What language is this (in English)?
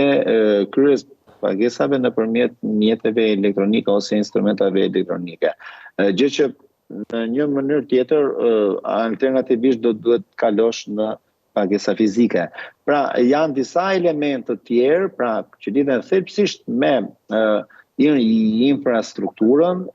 Albanian